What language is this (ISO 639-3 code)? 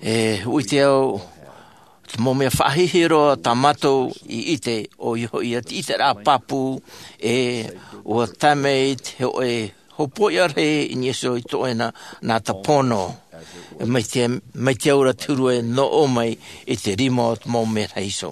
tah